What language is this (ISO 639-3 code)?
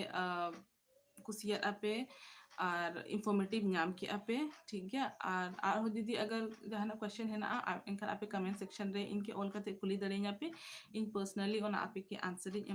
sat